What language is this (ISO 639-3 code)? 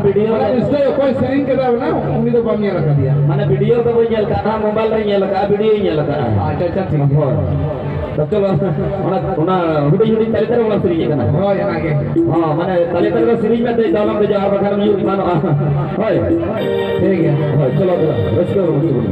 sat